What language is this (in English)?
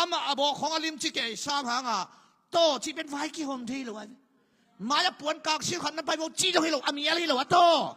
Tedim Chin